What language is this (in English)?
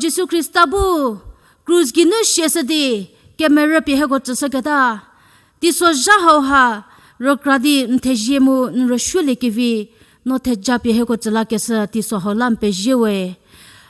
Angami Naga